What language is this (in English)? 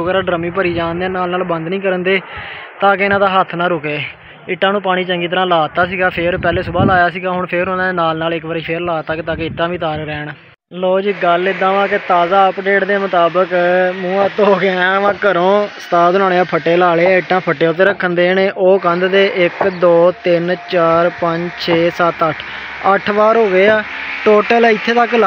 Punjabi